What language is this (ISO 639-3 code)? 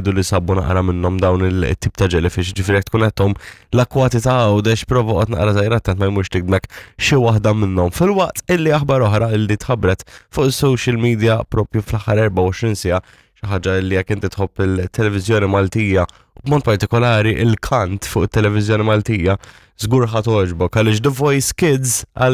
mlt